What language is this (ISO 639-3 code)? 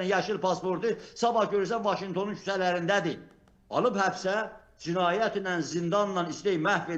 aze